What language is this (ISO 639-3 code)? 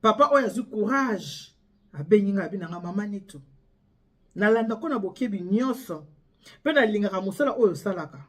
lin